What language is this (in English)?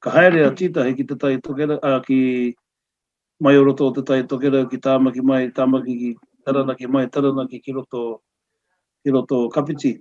Māori